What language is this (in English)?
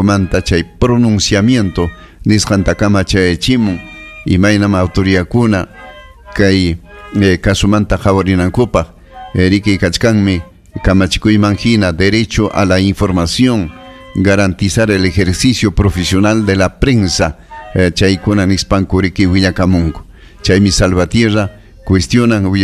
Ayacucho Quechua